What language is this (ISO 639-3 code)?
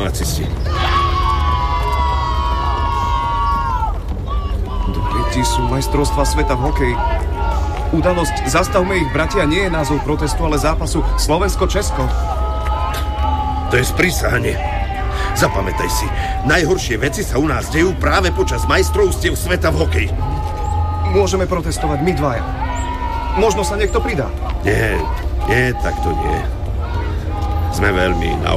slk